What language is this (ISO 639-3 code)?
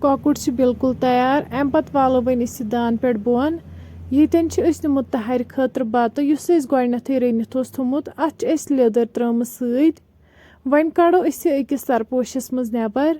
kas